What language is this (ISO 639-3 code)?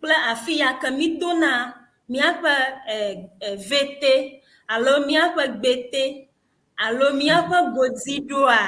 ewe